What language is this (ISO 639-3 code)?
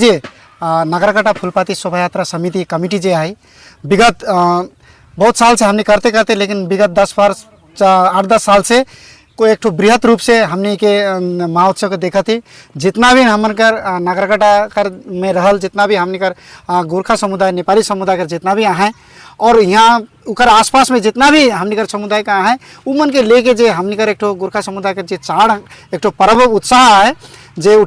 sck